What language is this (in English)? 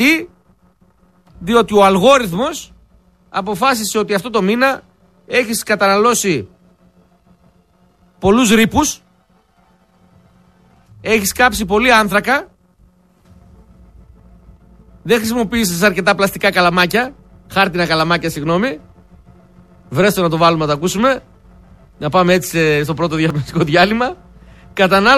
Greek